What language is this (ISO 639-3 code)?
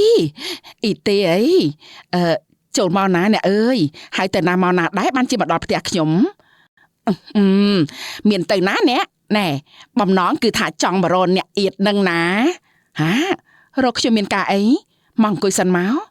khm